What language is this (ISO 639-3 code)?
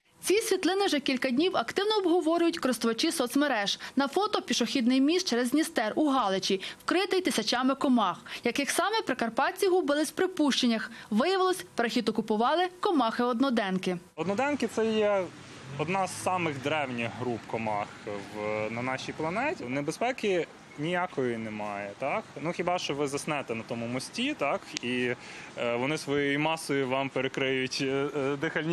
ukr